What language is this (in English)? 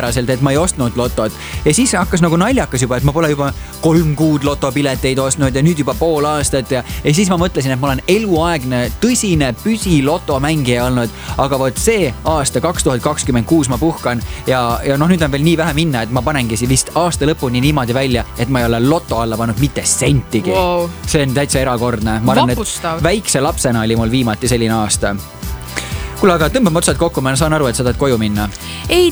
Estonian